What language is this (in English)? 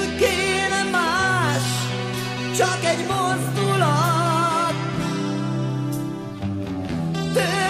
Hungarian